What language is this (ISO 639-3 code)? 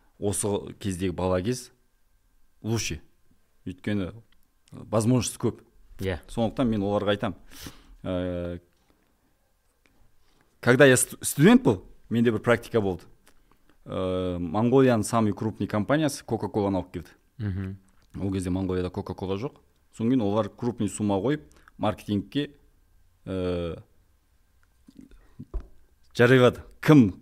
kaz